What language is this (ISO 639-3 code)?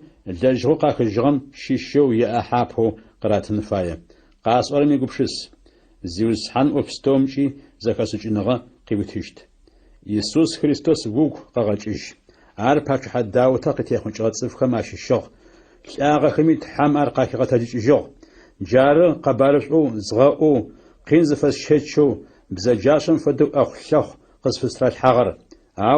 ady